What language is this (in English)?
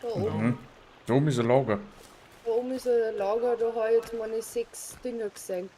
Bavarian